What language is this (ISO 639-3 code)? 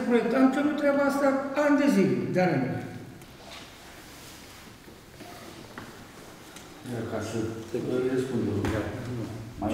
ron